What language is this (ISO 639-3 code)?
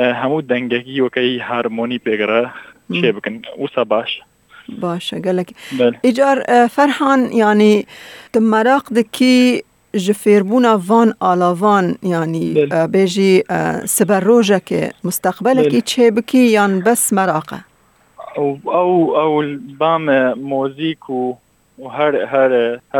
kur